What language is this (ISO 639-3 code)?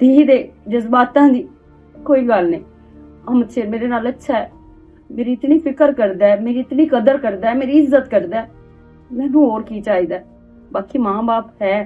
lah